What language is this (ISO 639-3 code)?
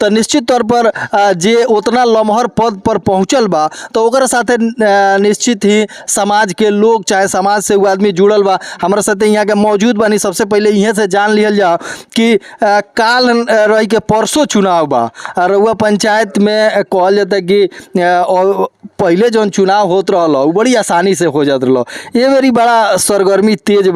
bho